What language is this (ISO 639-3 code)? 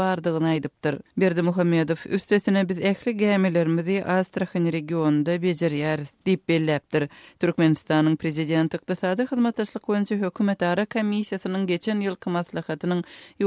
tuk